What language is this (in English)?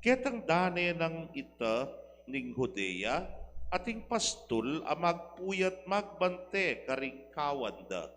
Pampanga